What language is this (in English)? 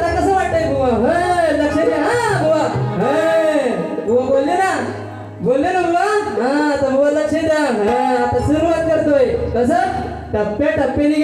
Marathi